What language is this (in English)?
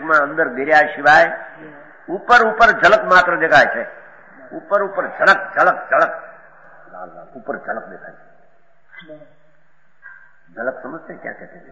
Gujarati